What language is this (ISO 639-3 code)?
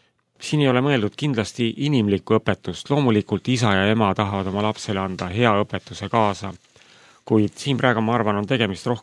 est